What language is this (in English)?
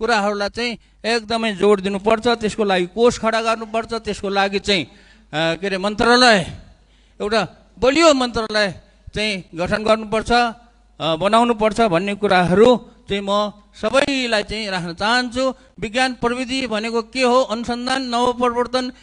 Nepali